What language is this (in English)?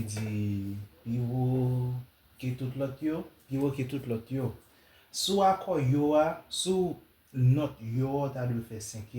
Haitian Creole